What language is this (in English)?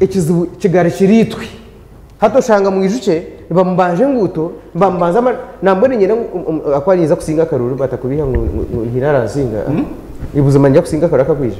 Nyankole